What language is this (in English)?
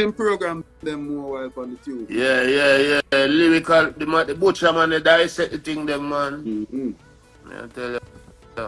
Jamaican Creole English